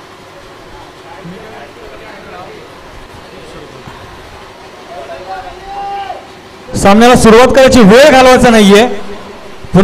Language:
Marathi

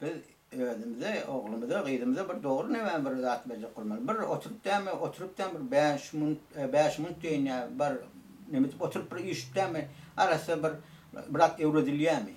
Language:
Turkmen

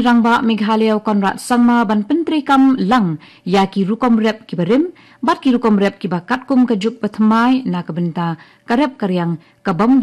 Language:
Khasi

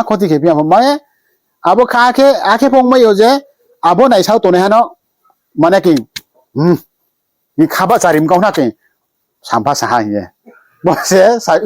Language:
Riang (India)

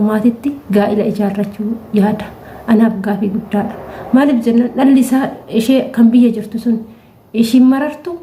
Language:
Oromo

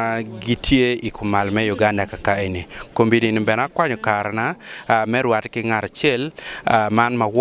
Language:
Acoli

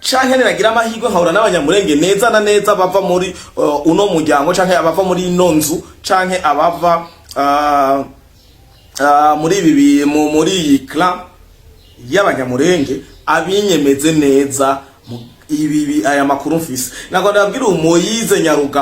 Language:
Rundi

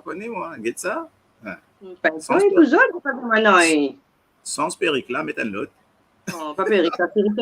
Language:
Morisyen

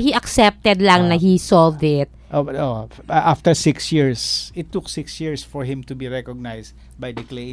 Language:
Filipino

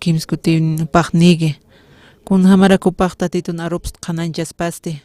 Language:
Aymara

